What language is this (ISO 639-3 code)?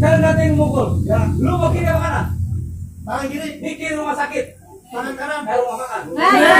bew